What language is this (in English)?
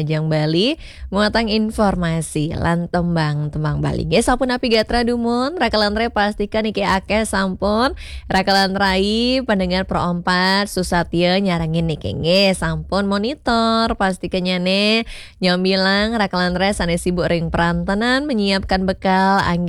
Balinese